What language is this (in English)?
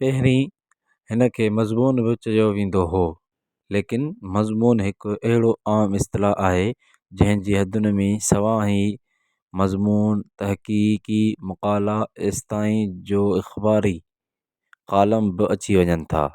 Sindhi